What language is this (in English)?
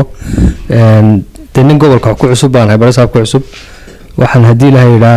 Somali